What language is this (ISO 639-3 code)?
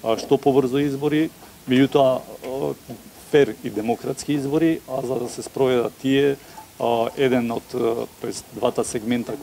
mkd